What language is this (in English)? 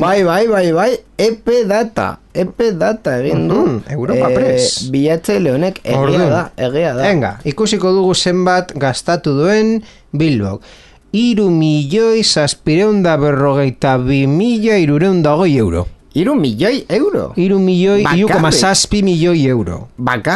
Basque